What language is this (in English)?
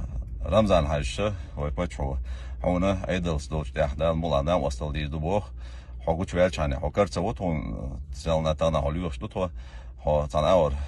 Chechen